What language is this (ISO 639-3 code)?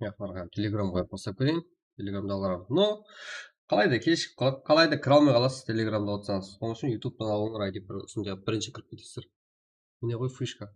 kaa